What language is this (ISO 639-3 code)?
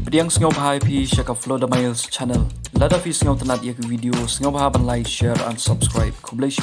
kha